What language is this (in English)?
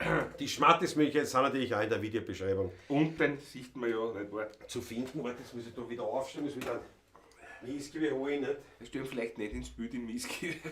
Bavarian